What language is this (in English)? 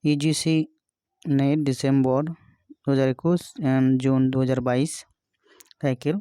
Santali